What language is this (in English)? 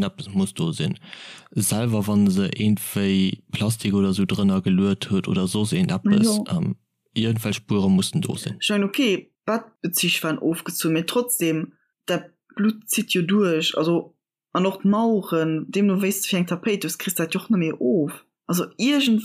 Luxembourgish